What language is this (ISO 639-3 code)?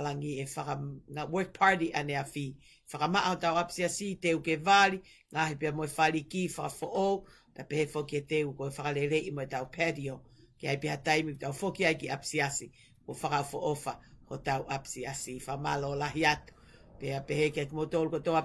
ton